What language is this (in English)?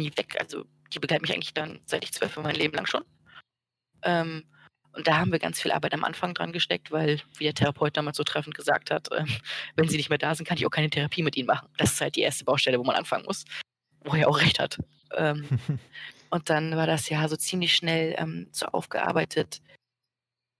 German